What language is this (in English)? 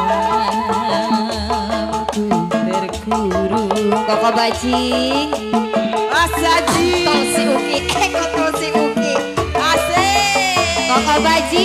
Betawi